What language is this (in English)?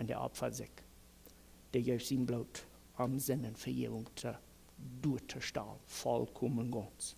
Plautdietsch